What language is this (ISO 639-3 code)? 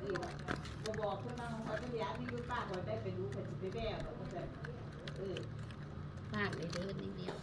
tts